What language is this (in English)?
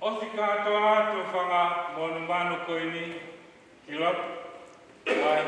Tongan